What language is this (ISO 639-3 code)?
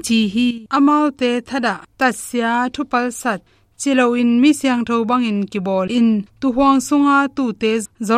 ctd